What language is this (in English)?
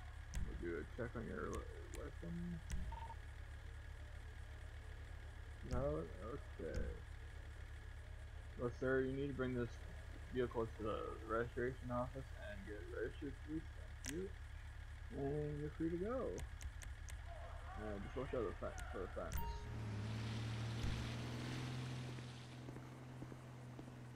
English